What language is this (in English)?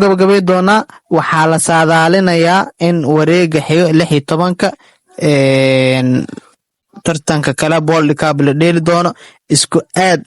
Somali